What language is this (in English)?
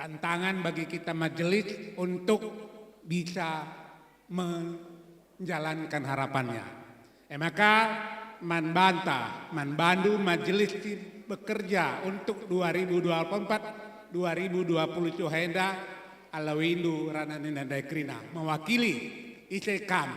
Batak Karo